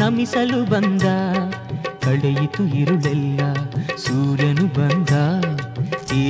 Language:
Kannada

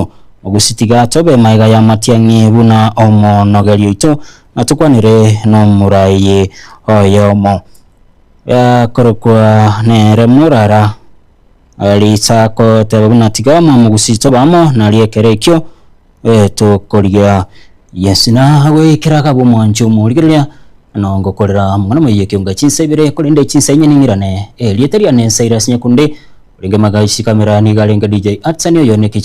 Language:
Gusii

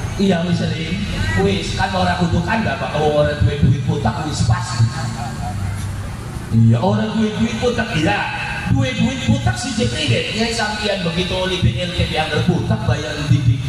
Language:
Javanese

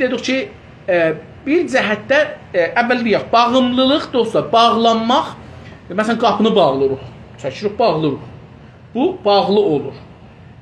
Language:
South Azerbaijani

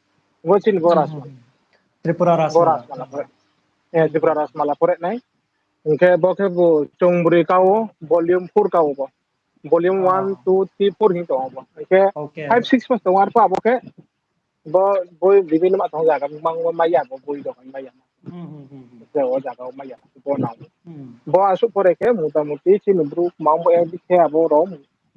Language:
Riang (India)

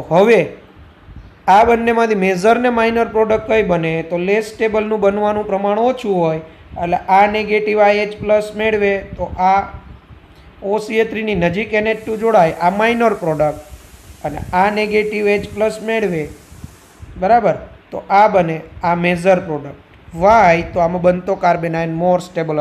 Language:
Gujarati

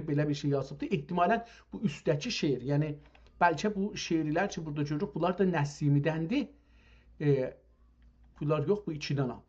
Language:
South Azerbaijani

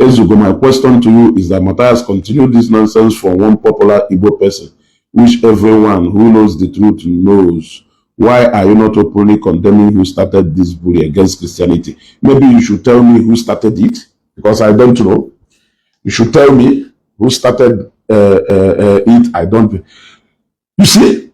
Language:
Igbo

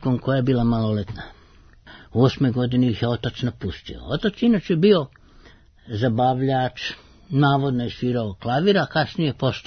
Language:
Serbian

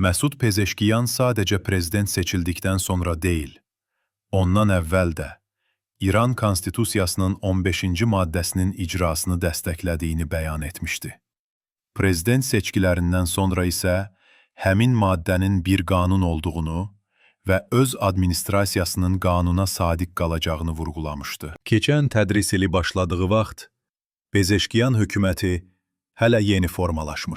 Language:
South Azerbaijani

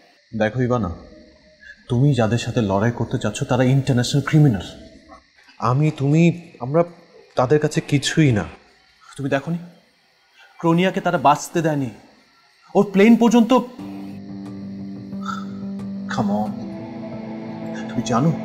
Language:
Bangla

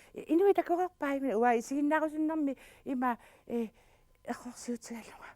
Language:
Kalaallisut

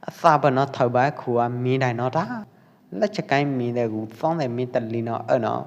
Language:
Pwo Eastern Karen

